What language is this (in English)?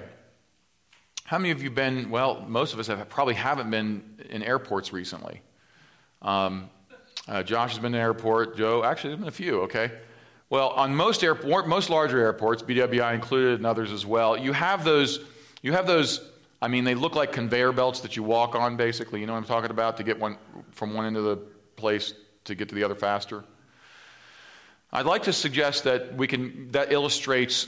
English